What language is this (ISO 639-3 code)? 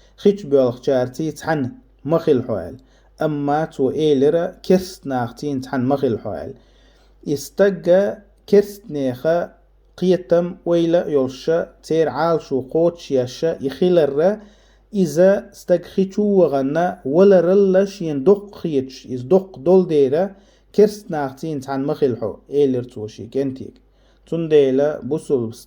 che